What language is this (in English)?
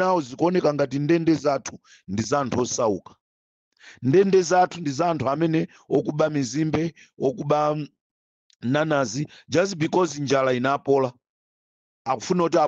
Nyanja